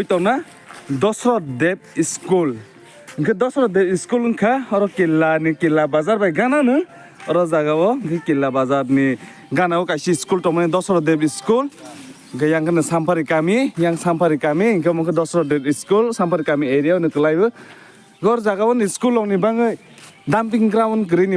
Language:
Kok Borok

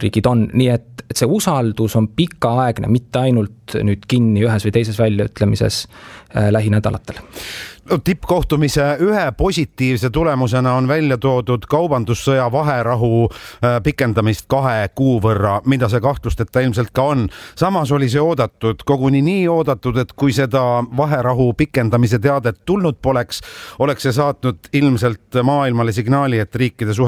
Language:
Estonian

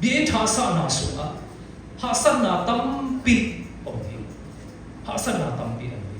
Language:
Siyin Chin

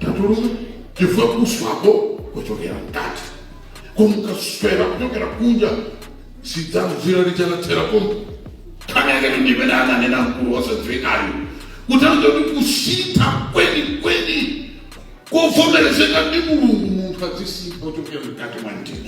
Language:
Nyanja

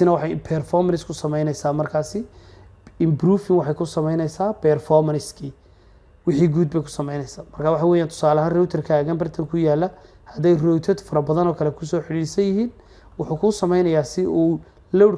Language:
Somali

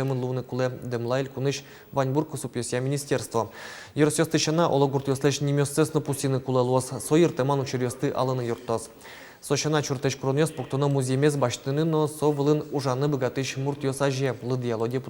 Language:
Udmurt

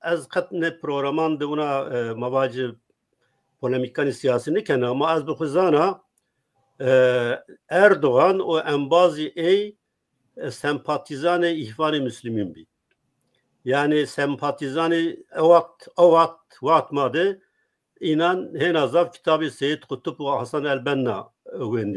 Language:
Zaza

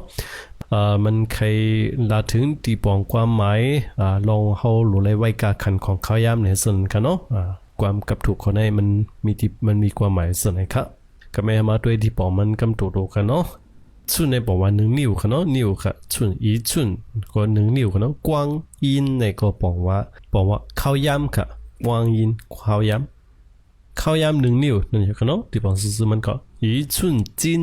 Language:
Shan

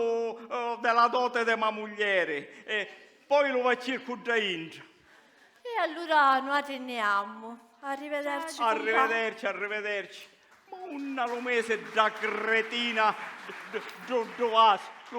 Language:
Sicilian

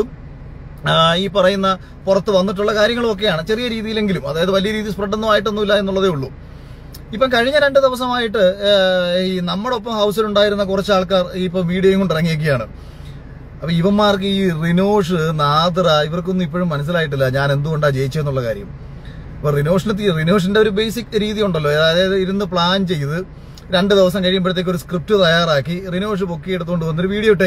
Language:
Malayalam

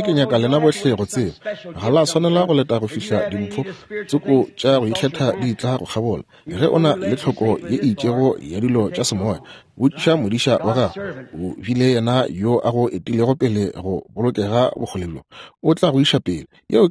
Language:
Northern Sotho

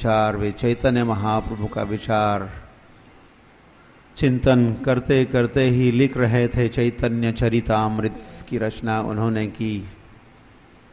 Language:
Hindi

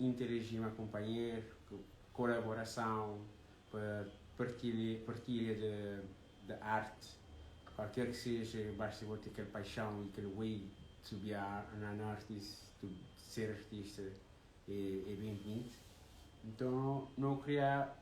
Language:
Kabuverdianu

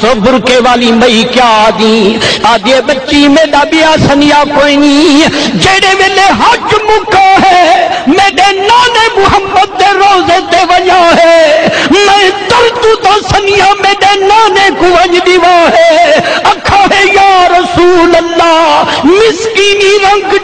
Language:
Saraiki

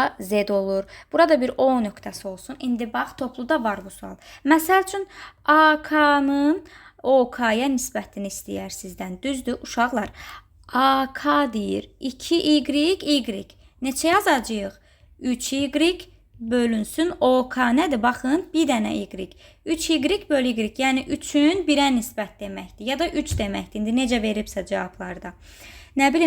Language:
Azerbaijani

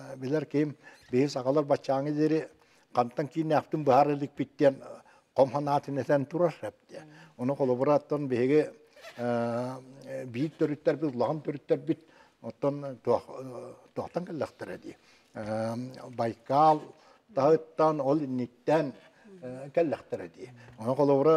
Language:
Yakut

